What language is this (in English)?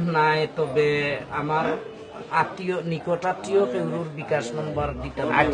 Sylheti